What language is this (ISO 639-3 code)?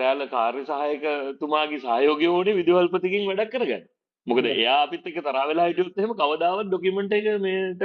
sin